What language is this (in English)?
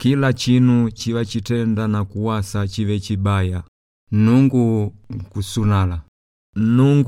Makonde